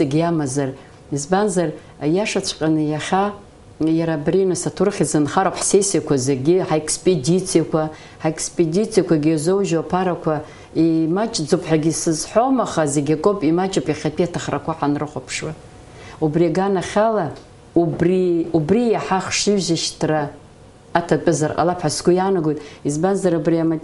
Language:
Abkhazian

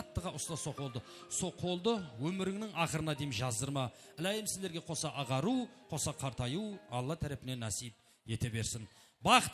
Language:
Kara-Kalpak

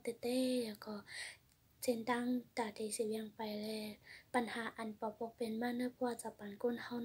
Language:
Shan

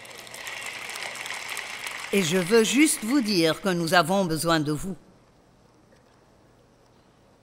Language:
French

